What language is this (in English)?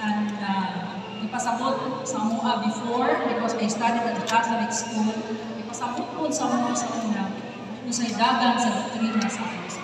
Cebuano